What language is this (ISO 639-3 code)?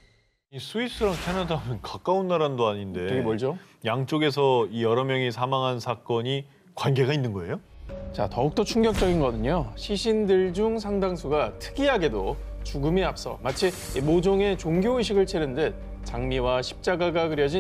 kor